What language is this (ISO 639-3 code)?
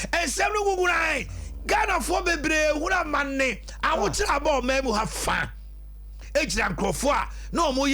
aka